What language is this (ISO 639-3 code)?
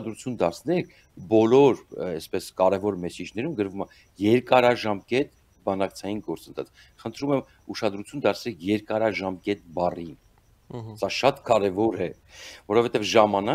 hye